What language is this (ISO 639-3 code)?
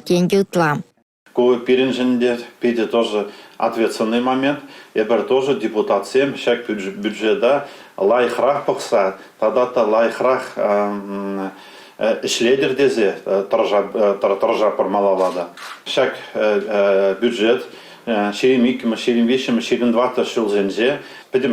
chv